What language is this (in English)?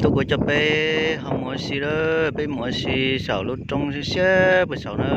Hmong